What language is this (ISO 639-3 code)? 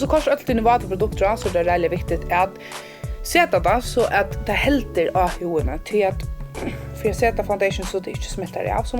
fao